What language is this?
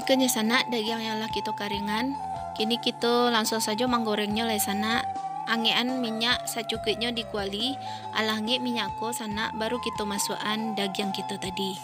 Minangkabau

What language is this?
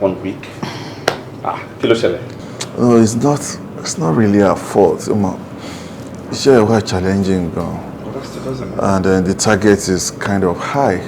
Yoruba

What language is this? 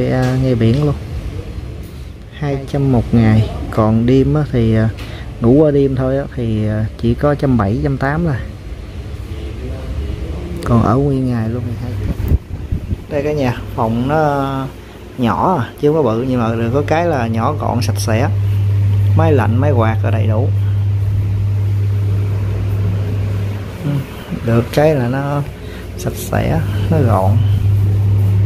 Vietnamese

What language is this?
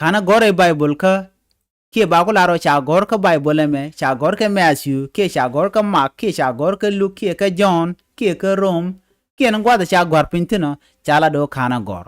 Nuer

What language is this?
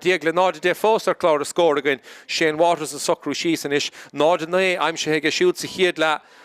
Irish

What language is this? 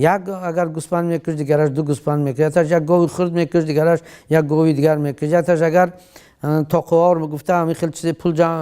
Tajik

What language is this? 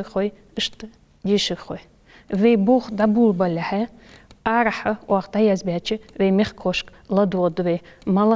Ingush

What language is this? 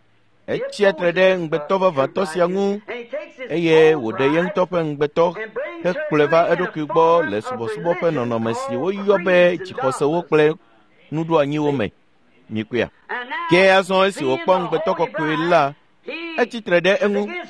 Ewe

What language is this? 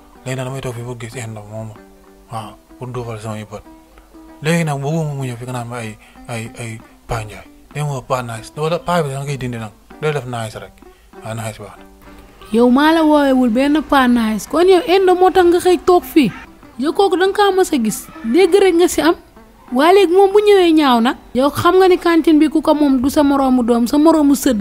Wolof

